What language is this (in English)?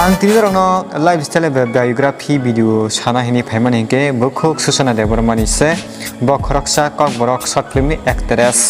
Kok Borok